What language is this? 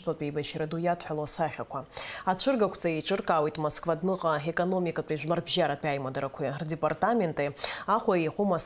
Abkhazian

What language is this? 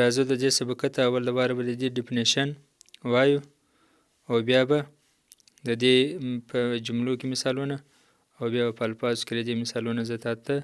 Pashto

